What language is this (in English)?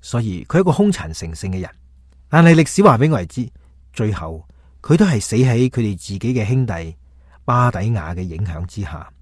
Cantonese